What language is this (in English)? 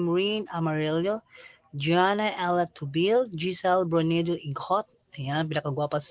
Cebuano